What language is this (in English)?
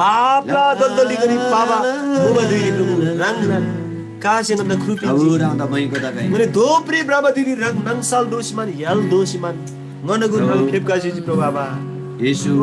Eastern Tamang